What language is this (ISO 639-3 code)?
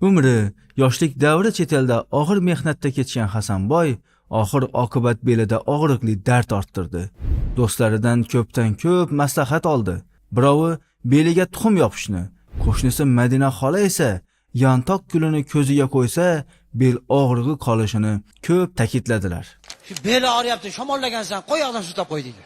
uzb